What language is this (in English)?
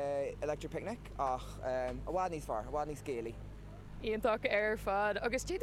Irish